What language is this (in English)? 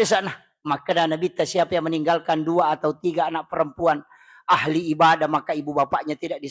Buginese